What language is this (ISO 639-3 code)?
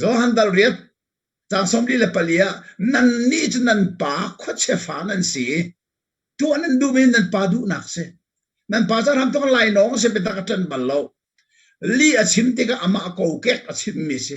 cnh